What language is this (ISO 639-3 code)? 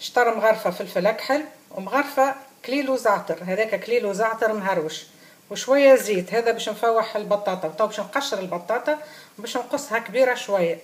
aeb